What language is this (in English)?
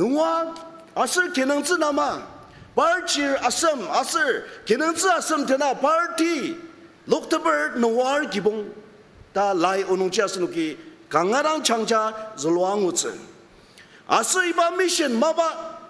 Ao Naga